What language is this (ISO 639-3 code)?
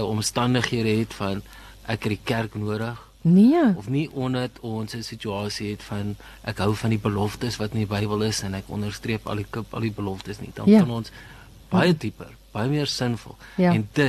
afr